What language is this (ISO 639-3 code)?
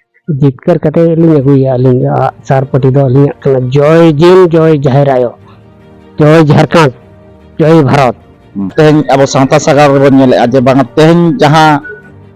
sat